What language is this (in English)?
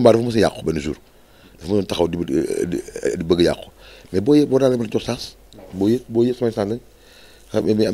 Wolof